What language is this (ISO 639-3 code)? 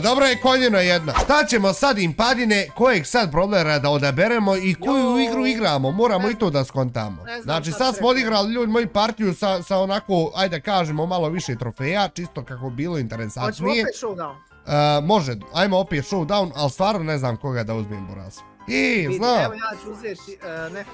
bos